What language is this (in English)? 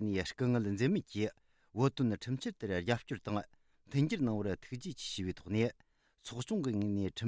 Tibetan